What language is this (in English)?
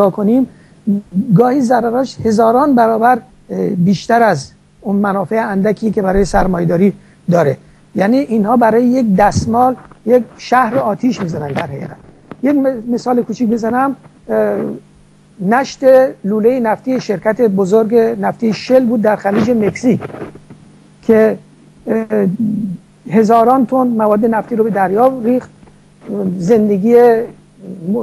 Persian